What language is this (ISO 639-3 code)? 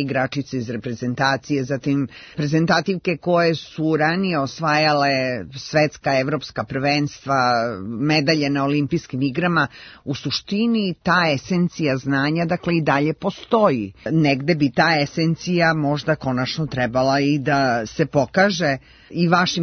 srp